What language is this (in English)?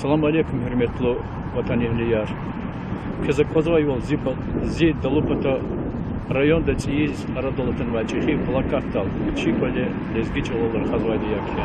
Lezghian